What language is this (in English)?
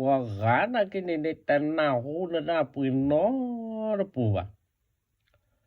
S'gaw Karen